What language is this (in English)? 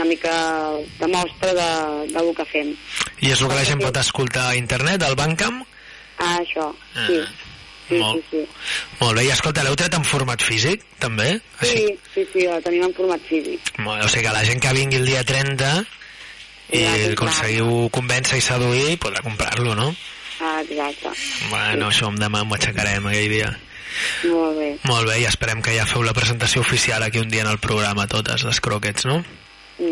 Catalan